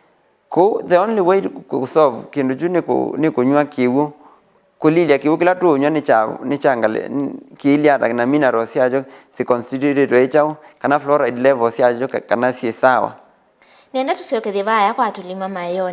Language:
Kamba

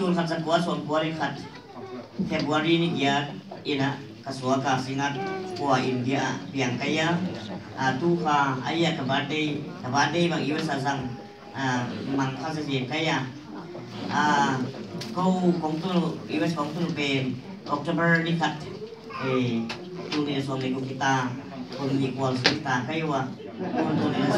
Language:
Tedim Chin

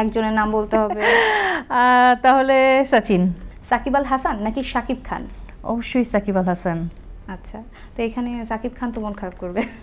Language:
Bangla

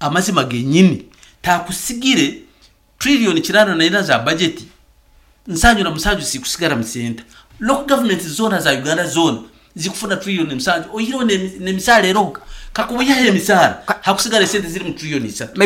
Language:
Nyankole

